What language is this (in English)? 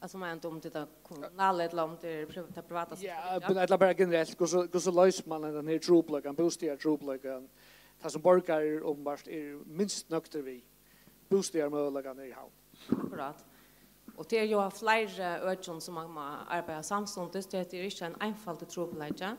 Faroese